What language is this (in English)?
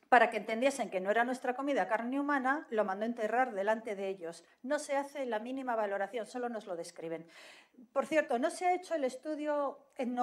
Spanish